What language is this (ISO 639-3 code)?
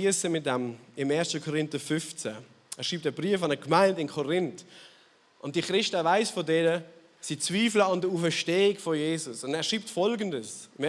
gsw